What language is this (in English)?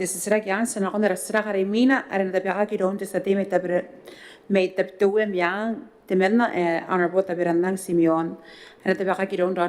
Gilbertese